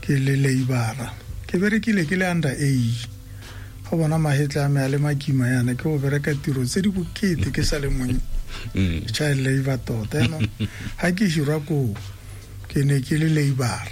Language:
Tswana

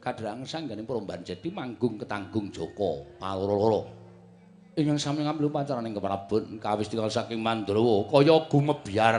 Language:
Javanese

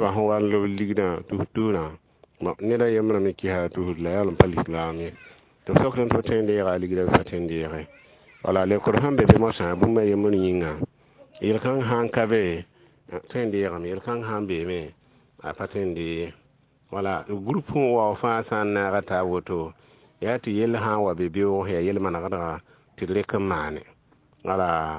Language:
Mossi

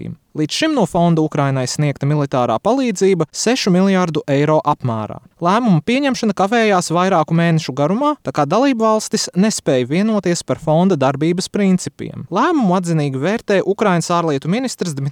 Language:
Latvian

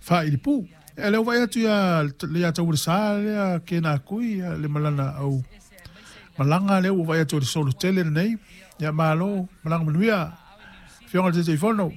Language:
Samoan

